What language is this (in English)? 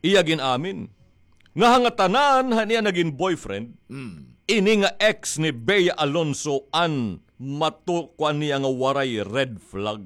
Waray